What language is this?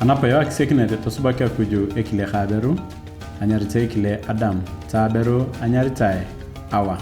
Turkana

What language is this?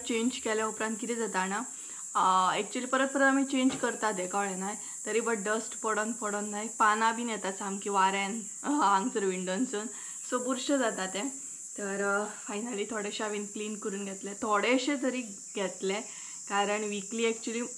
Konkani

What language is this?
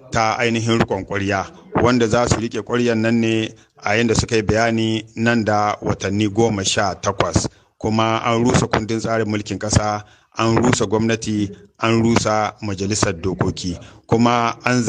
Hausa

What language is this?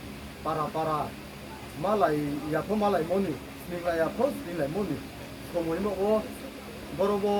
Riang (India)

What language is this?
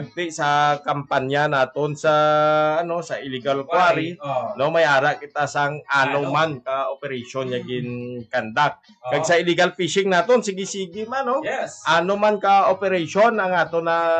Hiligaynon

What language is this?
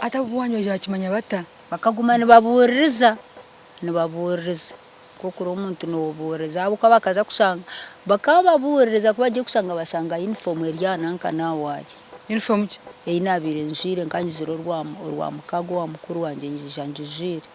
Nyankole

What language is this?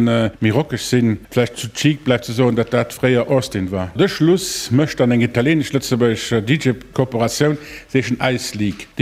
Luxembourgish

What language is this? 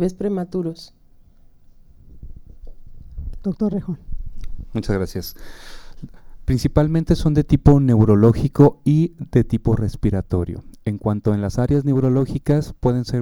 Spanish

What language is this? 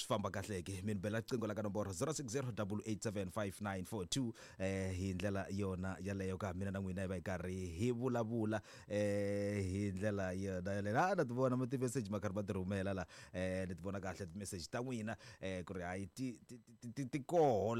Tsonga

